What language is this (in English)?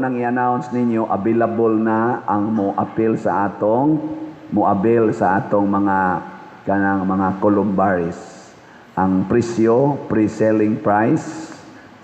Cebuano